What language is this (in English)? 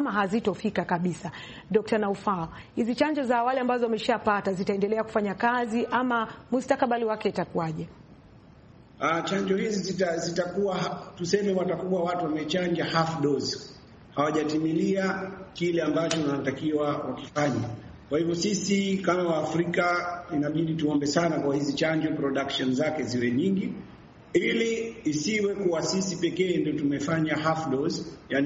Swahili